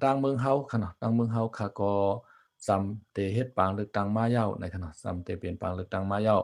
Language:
Shan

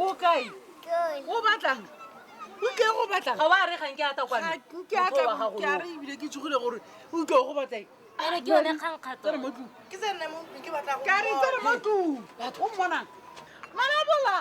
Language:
Tswana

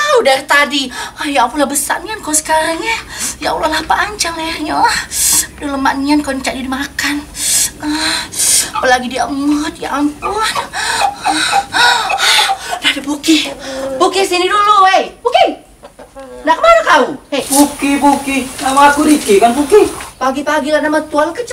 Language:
Musi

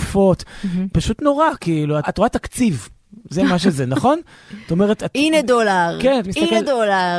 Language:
Hebrew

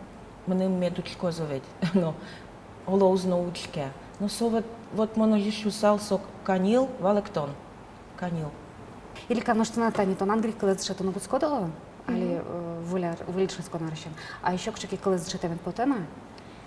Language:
Udmurt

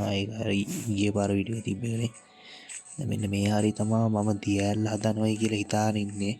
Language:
Sinhala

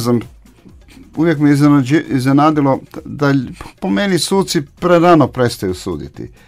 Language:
Croatian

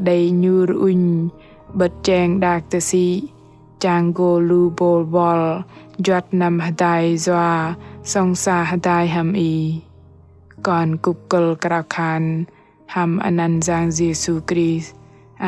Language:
Bahnar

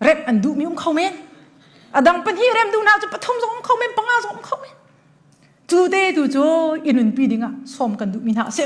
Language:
Hakha Chin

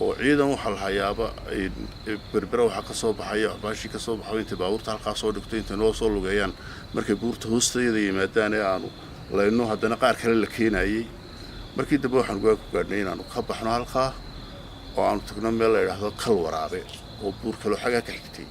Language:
Somali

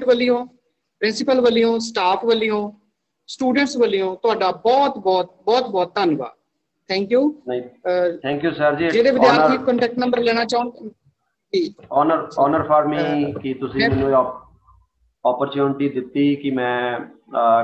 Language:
Punjabi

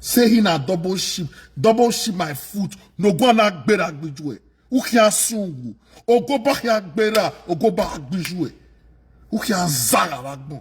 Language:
Nigerian Pidgin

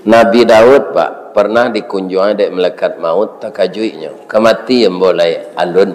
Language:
Minangkabau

